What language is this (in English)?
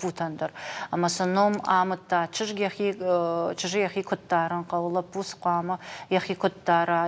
Ossetic